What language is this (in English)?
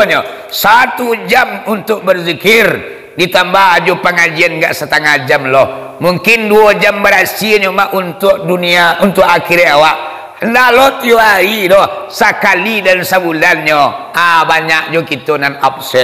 Minangkabau